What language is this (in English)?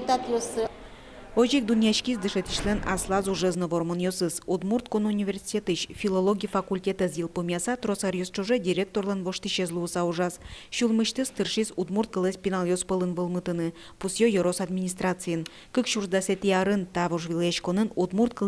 Udmurt